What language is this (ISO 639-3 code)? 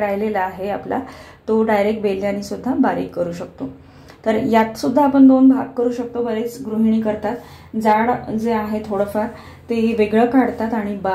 mar